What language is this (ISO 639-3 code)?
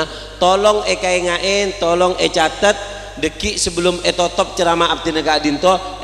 mad